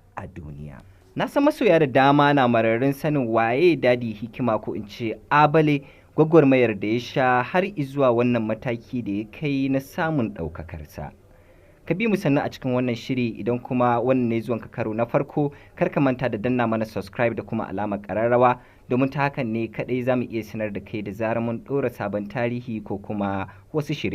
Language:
Hausa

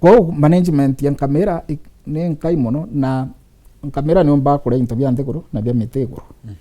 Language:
Meru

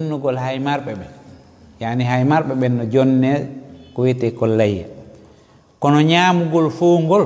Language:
Fula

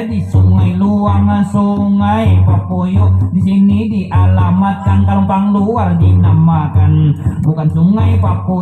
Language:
Banjar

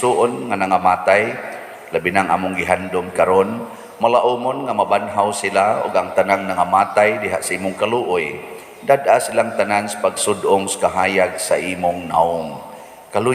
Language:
Cebuano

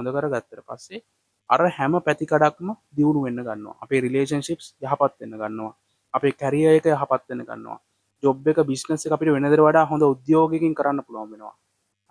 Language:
Sinhala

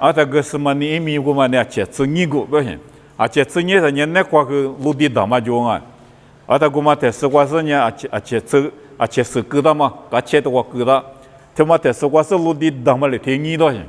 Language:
Lisu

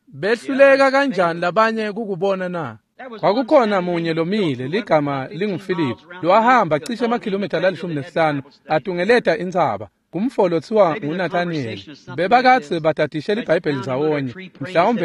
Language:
Swati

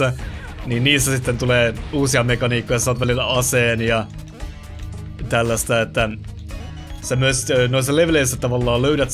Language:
Finnish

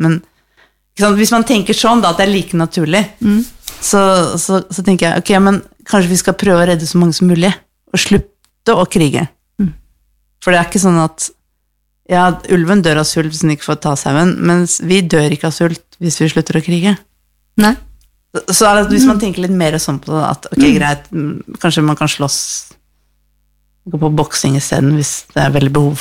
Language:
Norwegian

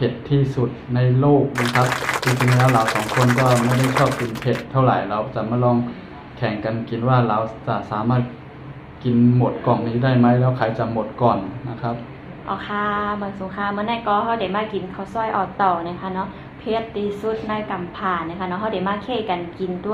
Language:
Shan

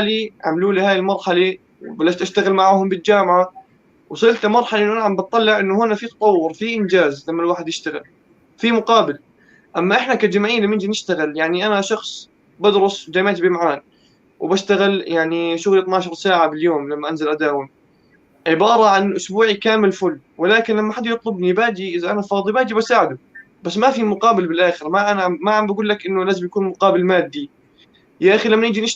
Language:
North Levantine Arabic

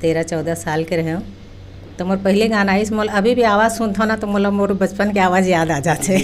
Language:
Chhattisgarhi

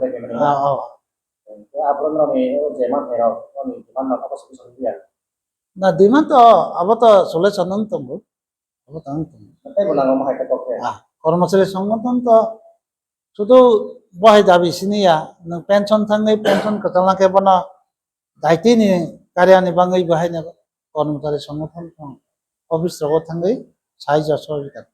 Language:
Kok Borok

